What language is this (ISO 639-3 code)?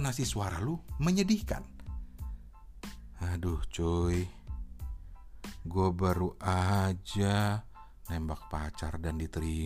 ind